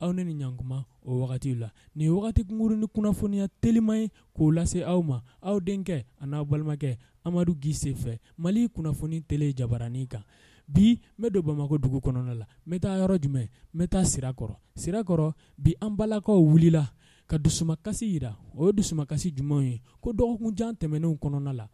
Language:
Bambara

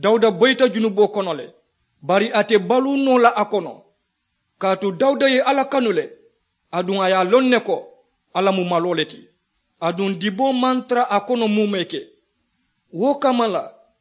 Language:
Mandingo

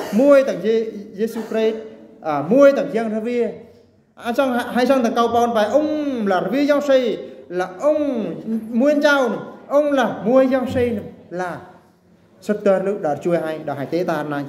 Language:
Eastern Bru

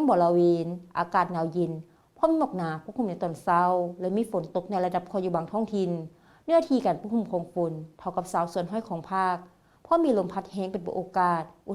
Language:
Lao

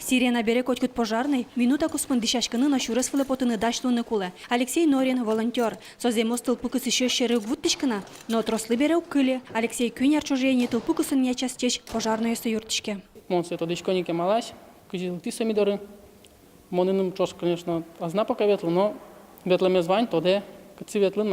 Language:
Udmurt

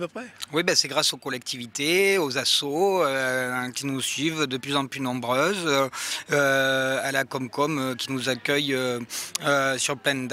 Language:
French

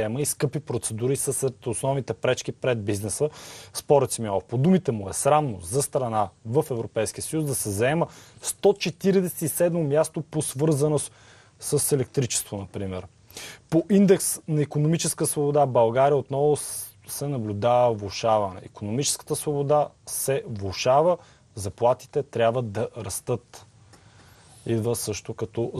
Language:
Bulgarian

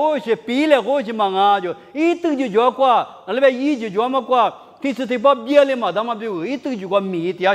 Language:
Lisu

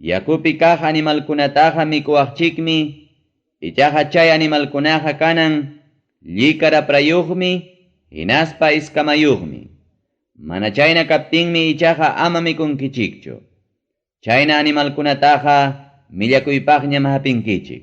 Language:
Ayacucho Quechua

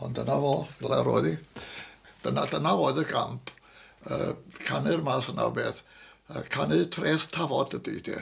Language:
Welsh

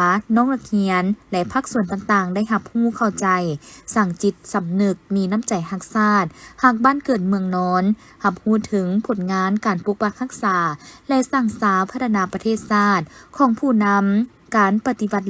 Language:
Lao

